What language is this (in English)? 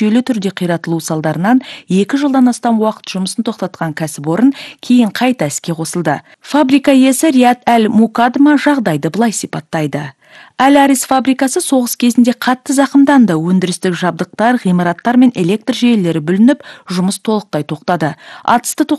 Kazakh